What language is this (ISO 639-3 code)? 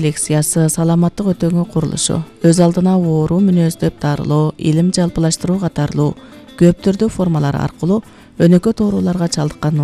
kir